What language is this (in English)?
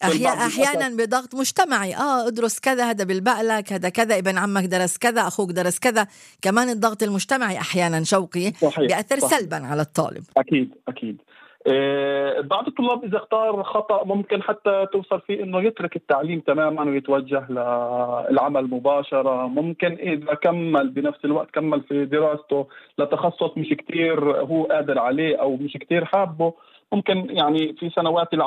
North Levantine Arabic